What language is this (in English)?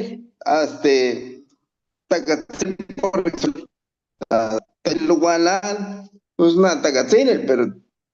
Papantla Totonac